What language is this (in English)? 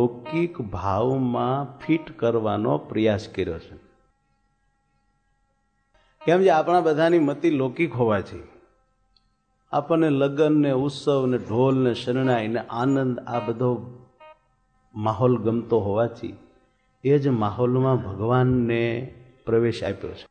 Gujarati